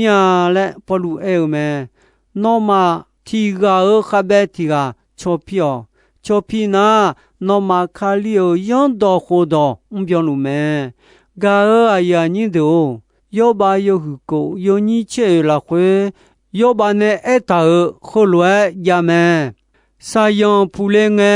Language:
Akha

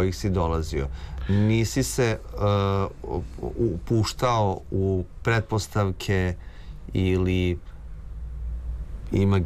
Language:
Serbian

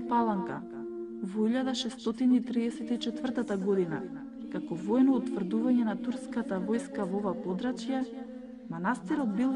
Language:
Macedonian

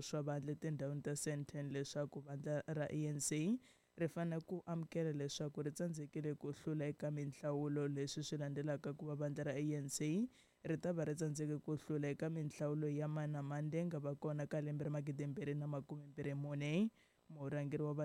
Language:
Tsonga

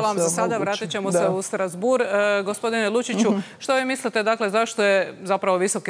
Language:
Croatian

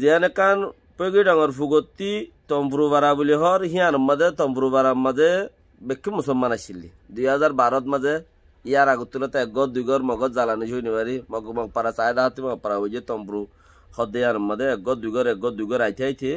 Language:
Rohingya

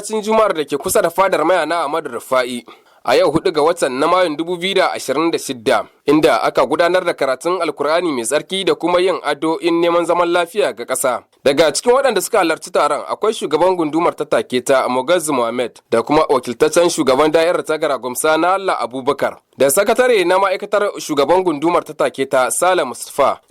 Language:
Hausa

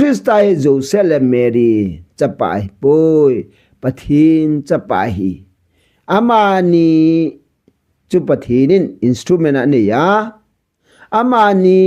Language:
Thado Chin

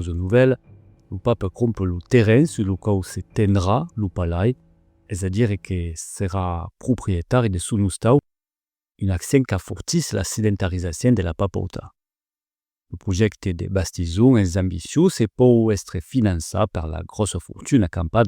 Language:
Occitan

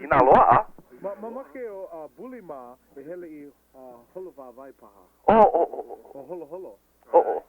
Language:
Hawaiian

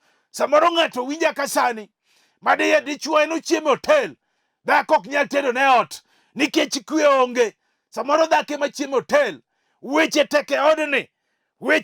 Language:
Luo (Kenya and Tanzania)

